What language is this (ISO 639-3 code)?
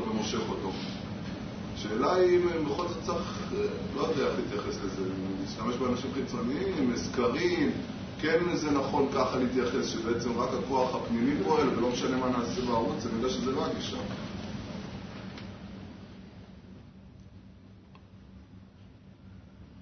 heb